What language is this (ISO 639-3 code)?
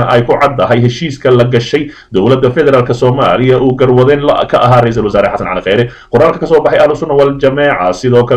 som